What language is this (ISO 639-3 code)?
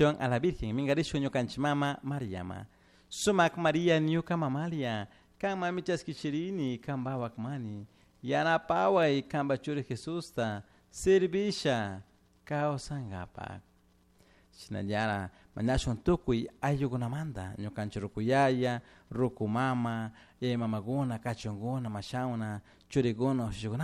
qug